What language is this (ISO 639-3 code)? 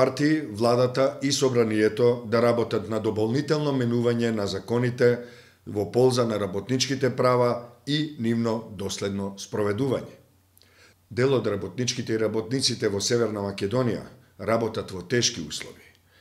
mkd